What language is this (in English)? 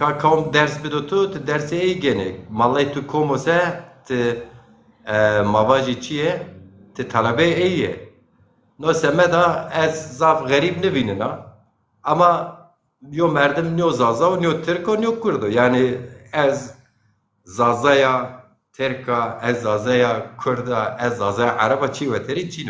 Zaza